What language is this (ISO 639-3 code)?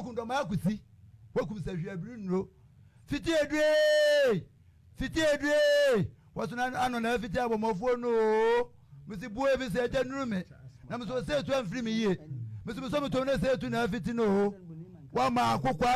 aka